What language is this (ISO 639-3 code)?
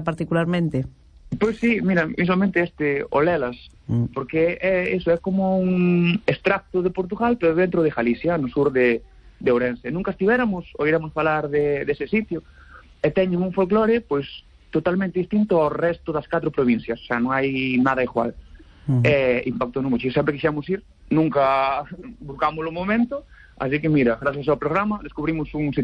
glg